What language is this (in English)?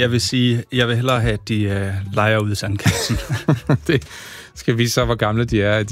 Danish